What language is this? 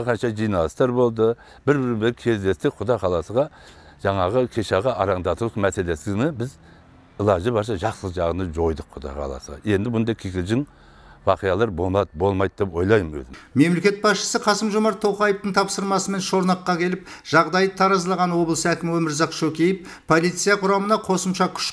Kazakh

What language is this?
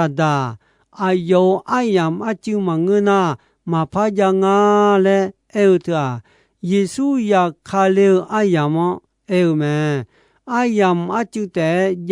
Akha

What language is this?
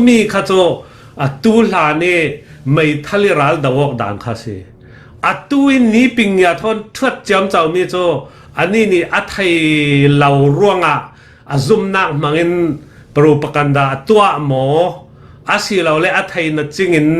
Falam Chin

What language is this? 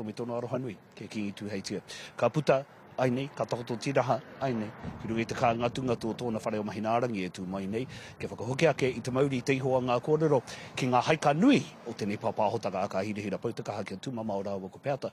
Māori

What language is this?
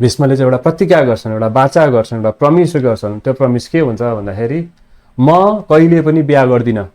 Nepali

